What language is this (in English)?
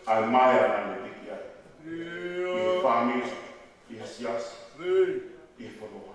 Tongan